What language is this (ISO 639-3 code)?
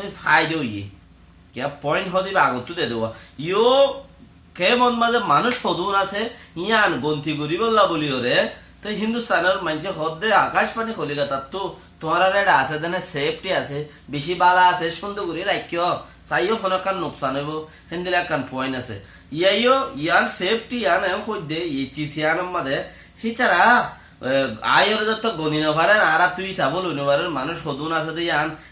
rhg